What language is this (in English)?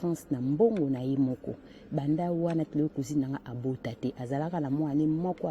Lingala